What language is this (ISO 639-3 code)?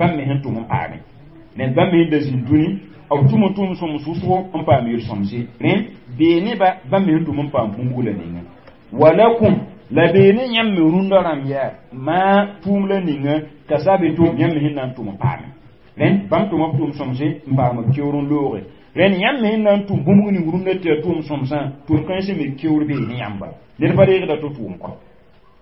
mos